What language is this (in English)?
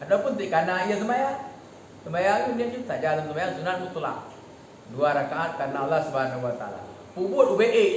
Achinese